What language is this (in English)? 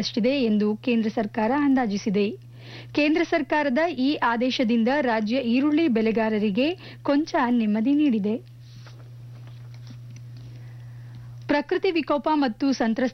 Kannada